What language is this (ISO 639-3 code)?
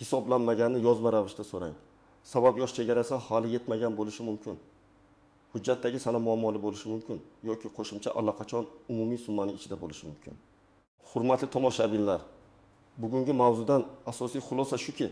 uzb